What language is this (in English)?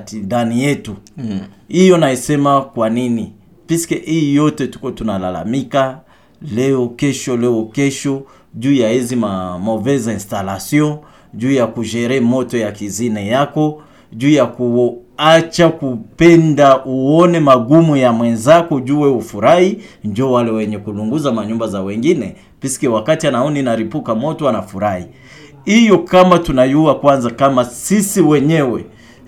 Swahili